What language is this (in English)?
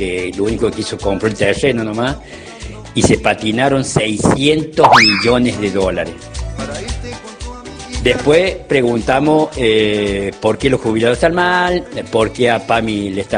Spanish